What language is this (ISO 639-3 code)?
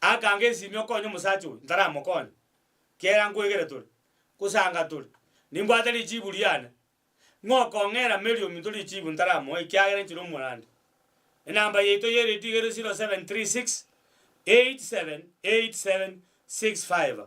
guz